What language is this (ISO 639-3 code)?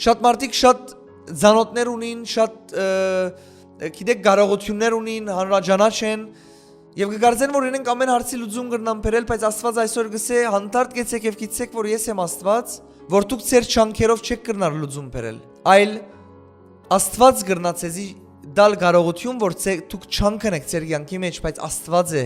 hyw